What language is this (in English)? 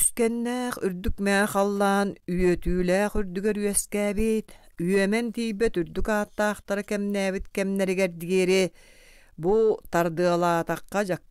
Yakut